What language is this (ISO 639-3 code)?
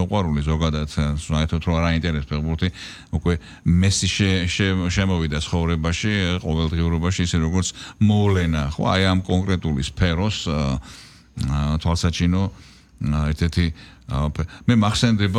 kat